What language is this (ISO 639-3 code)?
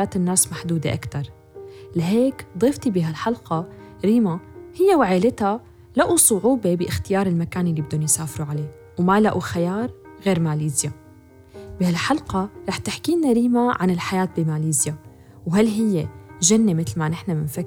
apc